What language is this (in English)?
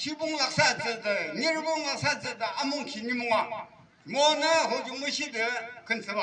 Yimchungru Naga